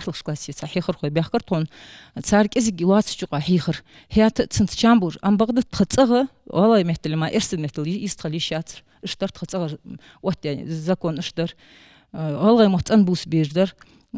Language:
Ingush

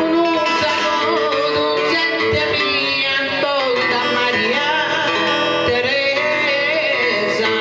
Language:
Sardinian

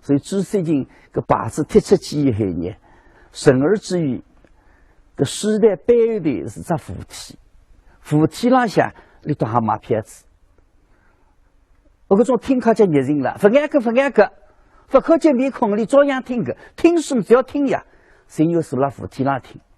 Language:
Wu Chinese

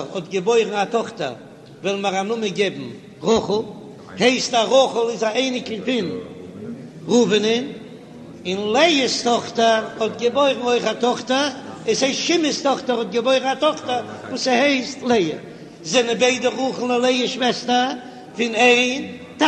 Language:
Yiddish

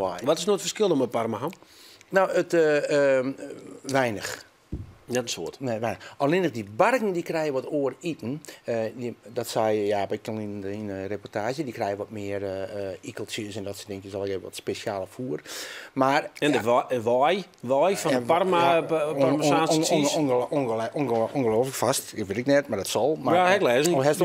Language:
Western Frisian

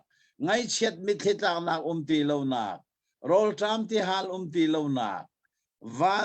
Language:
Hakha Chin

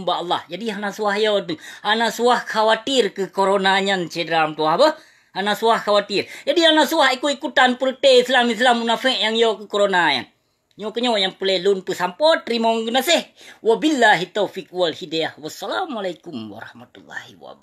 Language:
Achinese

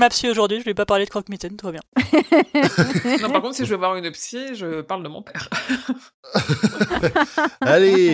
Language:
French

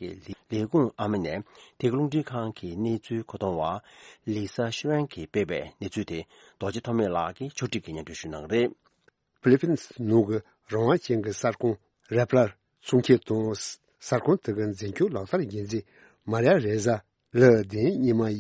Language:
Tibetan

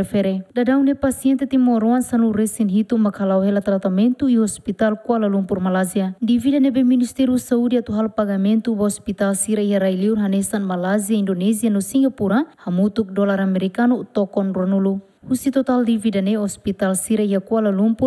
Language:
Tetum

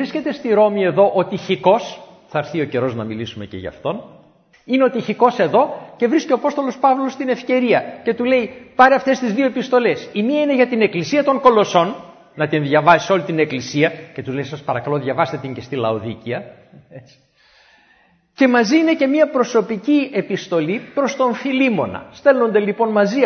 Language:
Greek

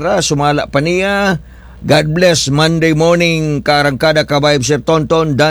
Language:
Cebuano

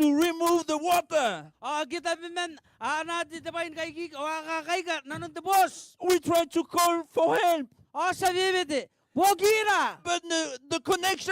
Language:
Gilbertese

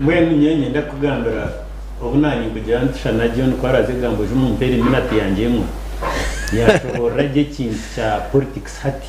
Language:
Nyankole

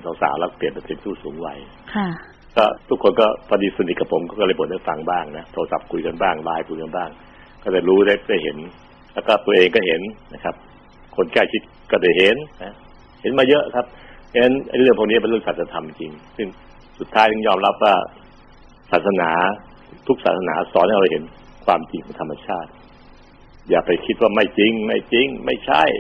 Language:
Thai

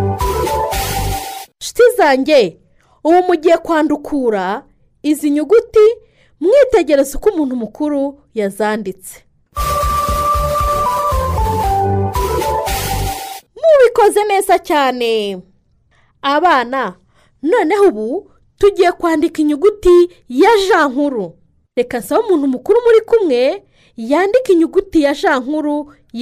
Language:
Kinyarwanda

